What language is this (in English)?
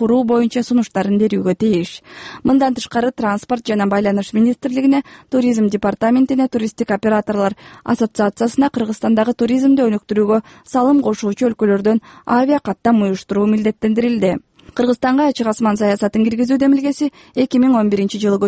Kyrgyz